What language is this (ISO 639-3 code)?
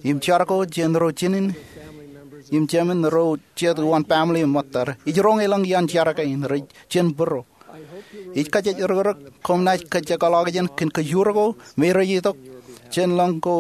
mah